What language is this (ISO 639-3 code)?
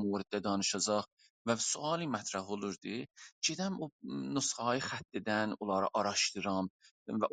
azb